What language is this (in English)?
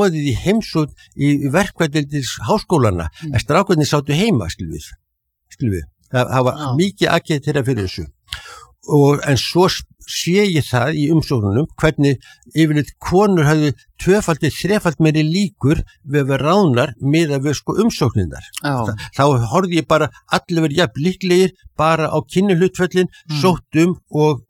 Icelandic